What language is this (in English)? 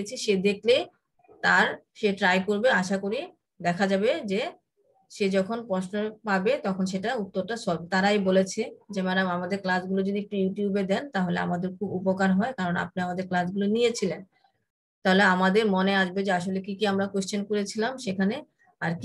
Bangla